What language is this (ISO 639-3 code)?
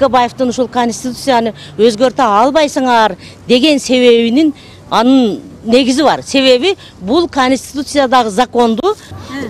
kir